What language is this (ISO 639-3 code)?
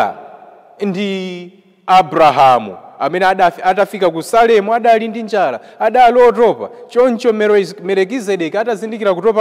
nya